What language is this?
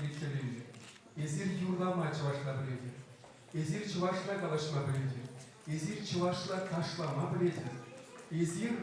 Chuvash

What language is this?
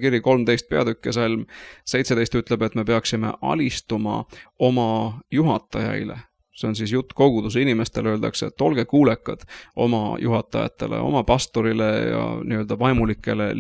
Estonian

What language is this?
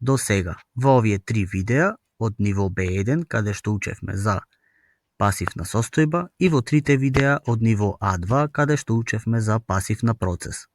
Macedonian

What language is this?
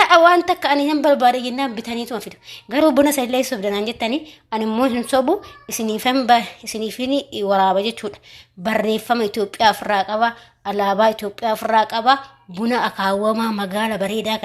Oromo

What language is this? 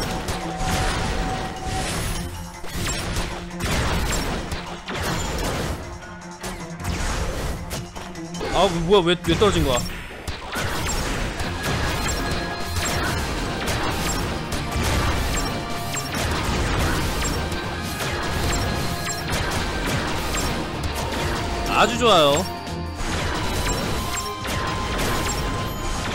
Korean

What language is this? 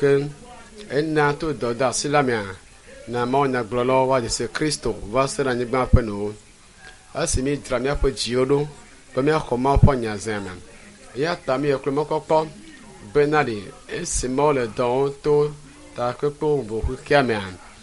Ewe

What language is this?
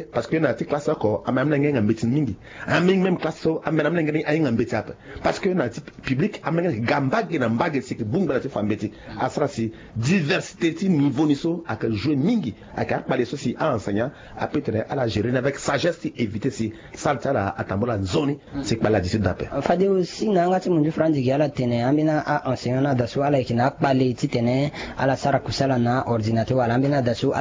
Sango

